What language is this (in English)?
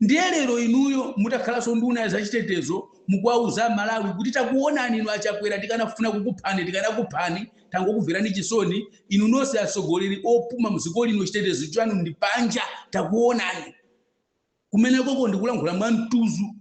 Nyanja